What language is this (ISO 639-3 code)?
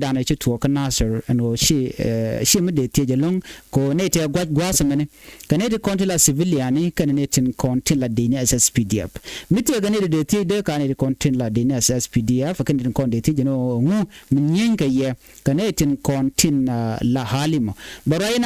nus